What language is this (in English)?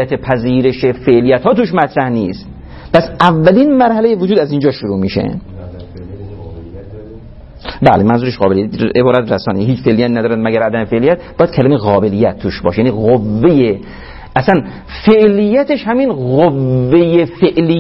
Persian